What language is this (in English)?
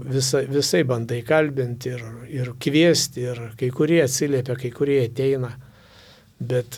Lithuanian